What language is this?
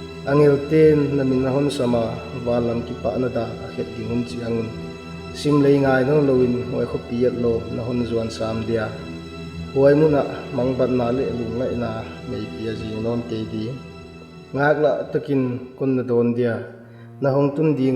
Paite Chin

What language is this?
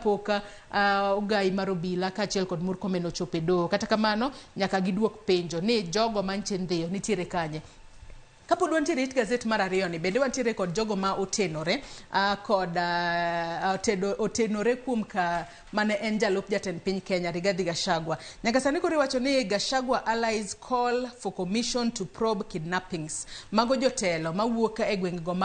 Luo (Kenya and Tanzania)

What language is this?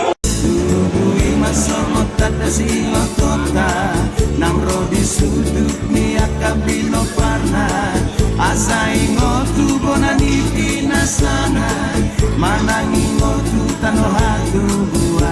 Batak Toba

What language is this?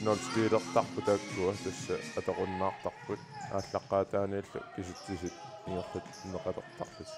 Kalaallisut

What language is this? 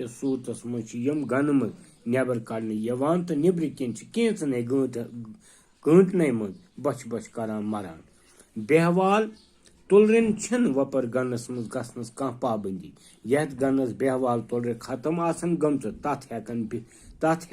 Kashmiri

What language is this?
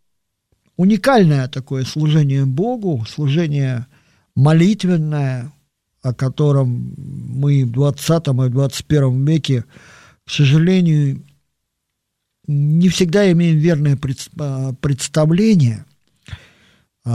Russian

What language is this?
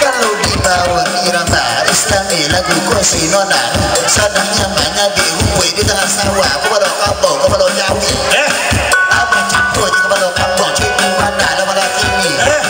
Minangkabau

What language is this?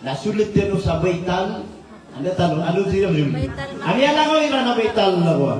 Maranao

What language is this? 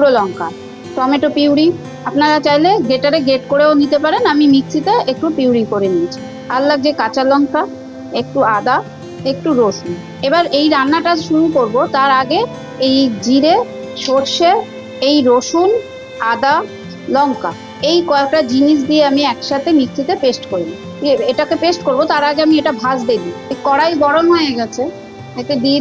Bangla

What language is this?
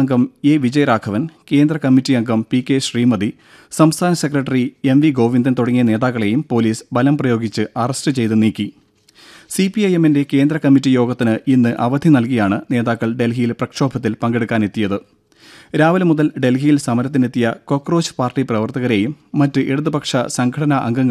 Malayalam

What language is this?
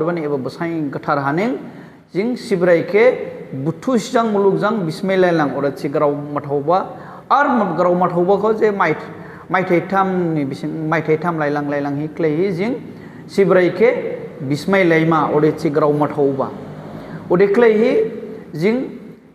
Dimasa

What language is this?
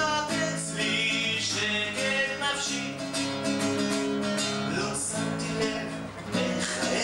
Hebrew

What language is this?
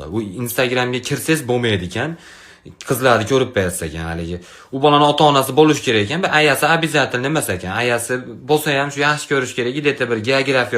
Uzbek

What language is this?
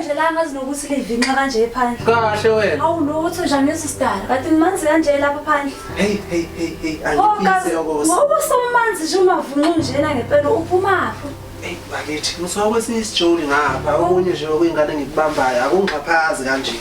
Zulu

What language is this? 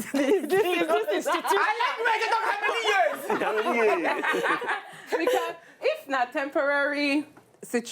Nigerian Pidgin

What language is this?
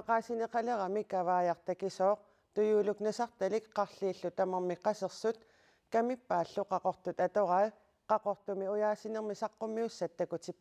Kalaallisut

